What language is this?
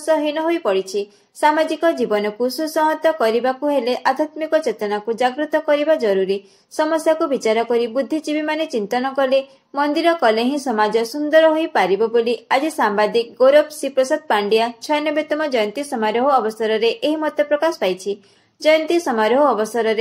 Odia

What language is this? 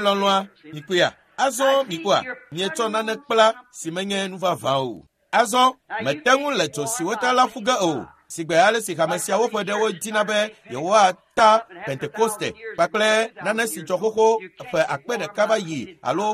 Ewe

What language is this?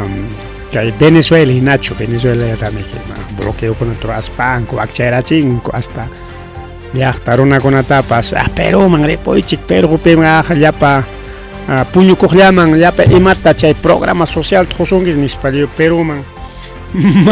Ayacucho Quechua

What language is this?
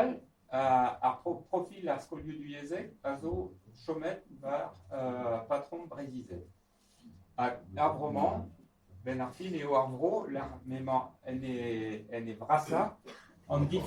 Breton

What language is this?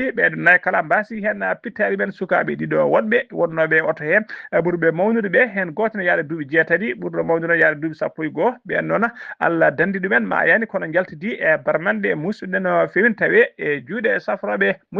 Fula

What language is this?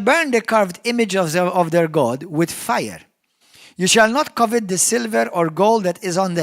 English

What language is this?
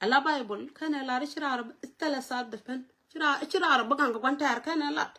Nuer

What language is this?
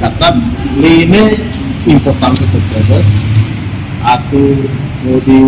Tetum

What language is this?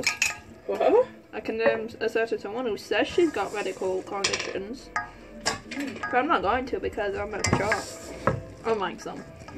English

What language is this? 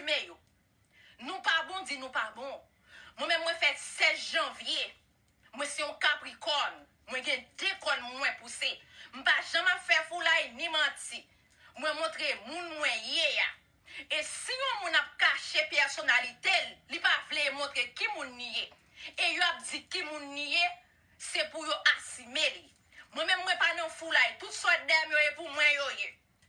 Haitian Creole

